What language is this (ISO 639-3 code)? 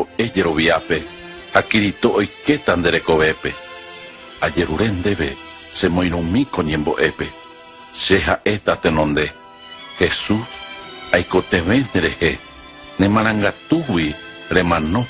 grn